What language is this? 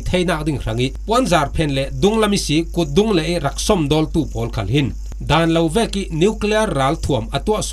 Falam Chin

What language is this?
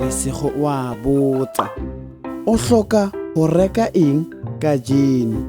Southern Sotho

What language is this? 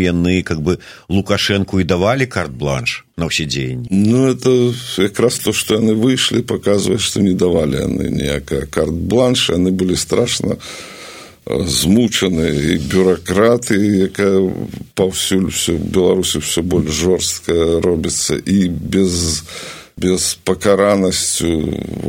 Belarusian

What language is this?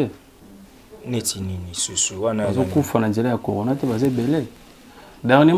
Lingala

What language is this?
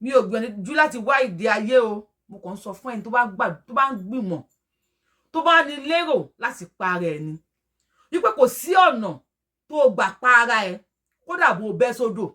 Yoruba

